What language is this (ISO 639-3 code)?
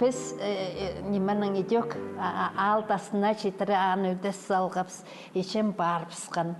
kjh